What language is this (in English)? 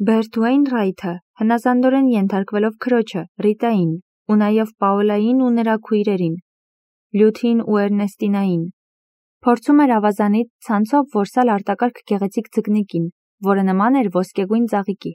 Armenian